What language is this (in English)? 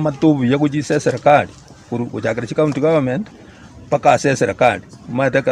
Gusii